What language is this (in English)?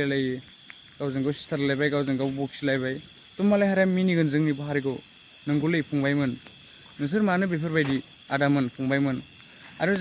Bodo